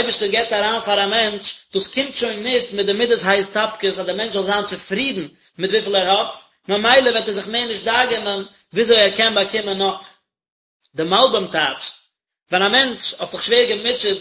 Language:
Yiddish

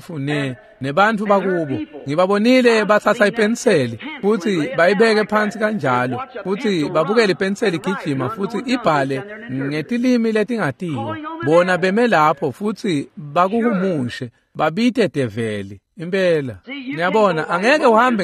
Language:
Swati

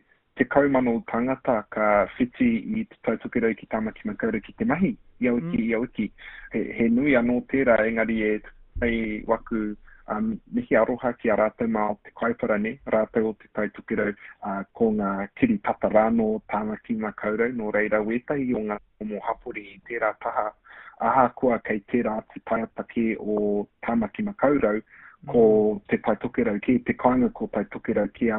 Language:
Māori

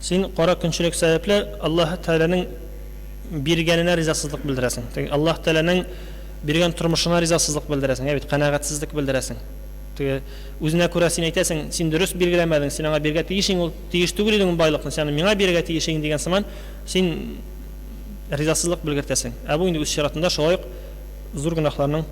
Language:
Tatar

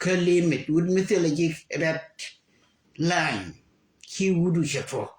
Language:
Nuer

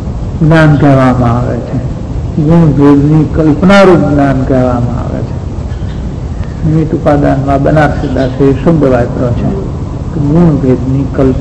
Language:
Gujarati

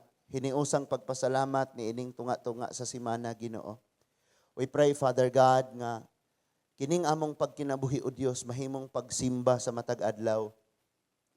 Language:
Cebuano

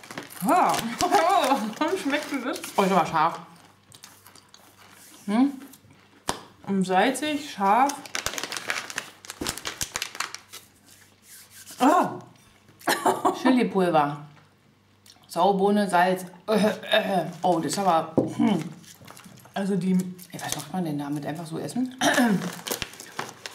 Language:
German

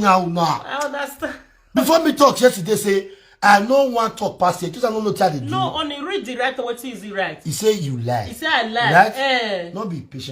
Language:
Nigerian Pidgin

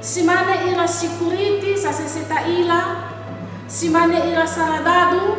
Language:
Nias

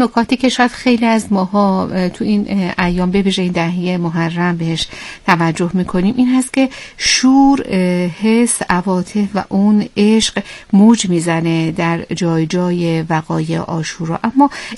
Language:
Persian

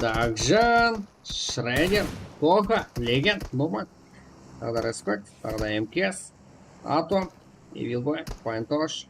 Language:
Kara-Kalpak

